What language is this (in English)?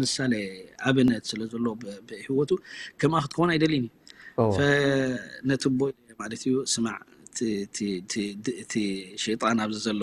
Tigrinya